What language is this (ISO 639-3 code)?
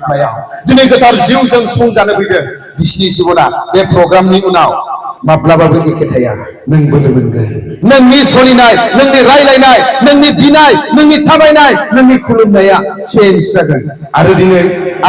brx